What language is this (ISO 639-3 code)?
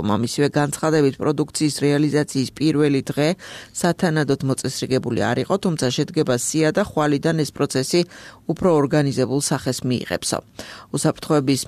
kat